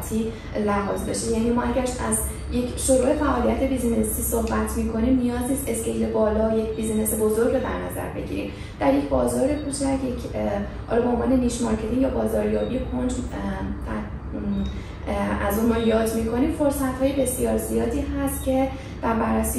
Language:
Persian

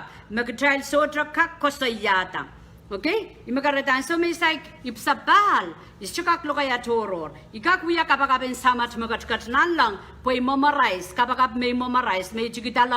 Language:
Pohnpeian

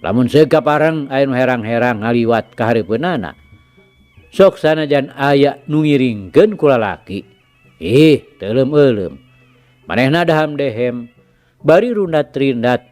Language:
Sundanese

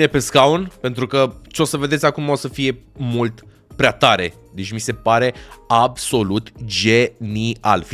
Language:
Romanian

